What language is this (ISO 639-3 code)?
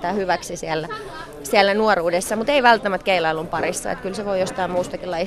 fin